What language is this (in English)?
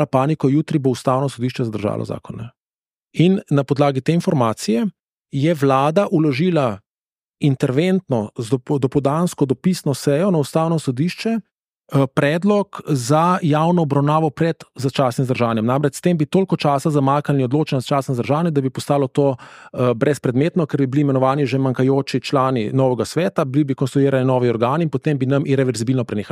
Slovenian